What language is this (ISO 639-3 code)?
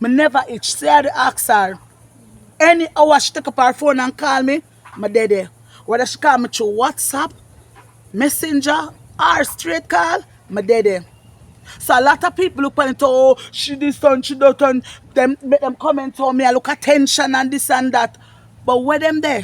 jam